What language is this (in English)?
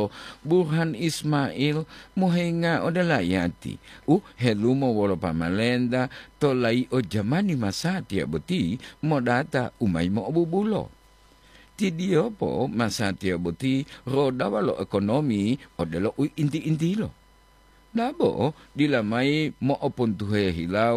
Gorontalo